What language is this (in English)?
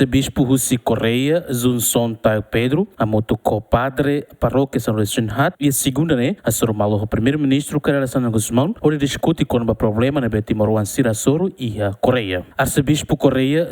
Tetum